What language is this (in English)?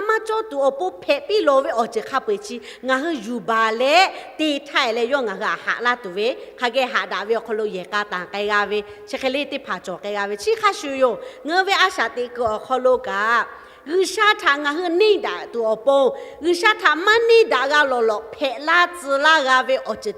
Lahu